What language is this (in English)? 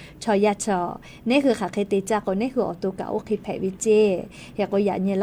Lahu